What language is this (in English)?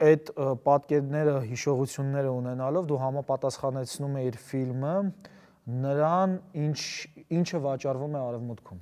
Armenian